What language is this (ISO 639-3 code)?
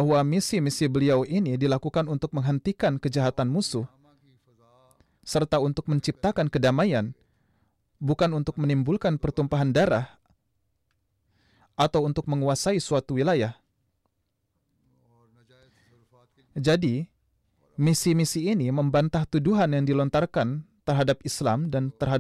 ind